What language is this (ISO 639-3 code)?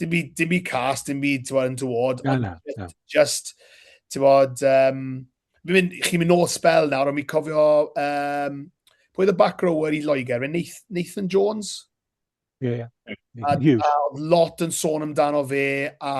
cym